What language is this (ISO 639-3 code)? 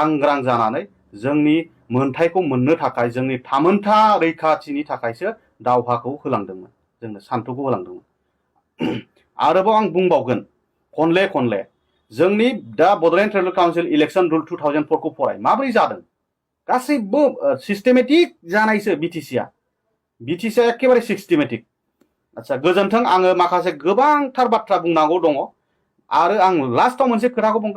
brx